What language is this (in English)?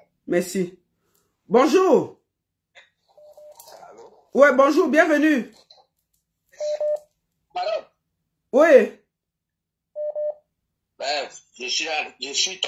French